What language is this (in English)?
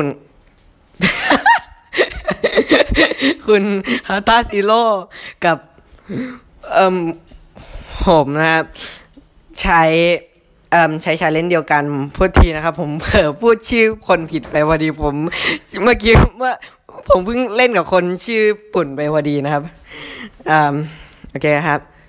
Thai